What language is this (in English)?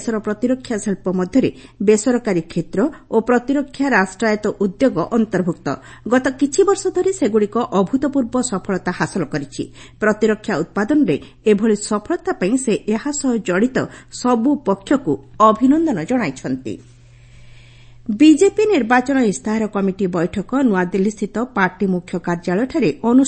Odia